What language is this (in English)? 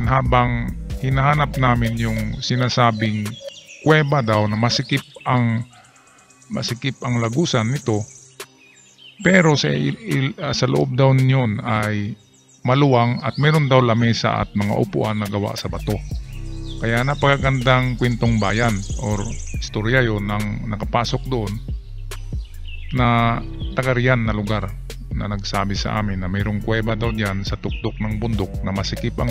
Filipino